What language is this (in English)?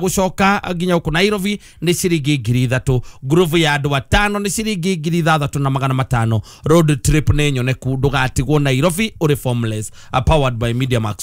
Kikuyu